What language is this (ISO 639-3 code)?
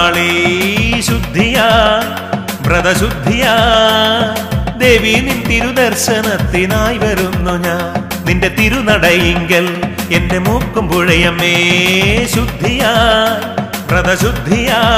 mal